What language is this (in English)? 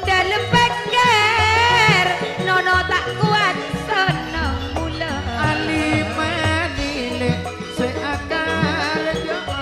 Madurese